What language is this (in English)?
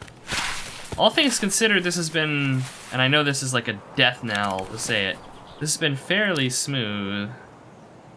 English